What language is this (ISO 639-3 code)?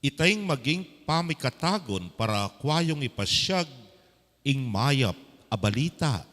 pam